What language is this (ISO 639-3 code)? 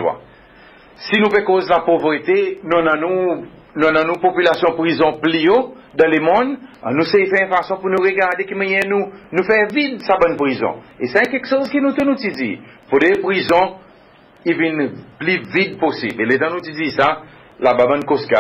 crs